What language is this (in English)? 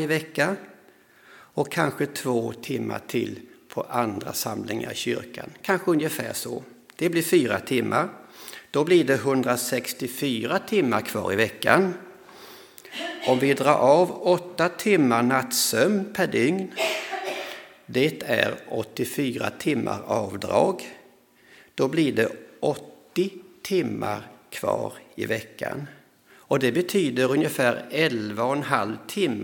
Swedish